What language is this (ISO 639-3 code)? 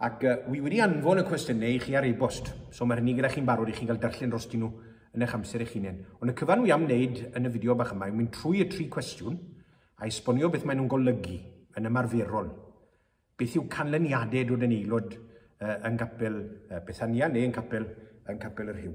cym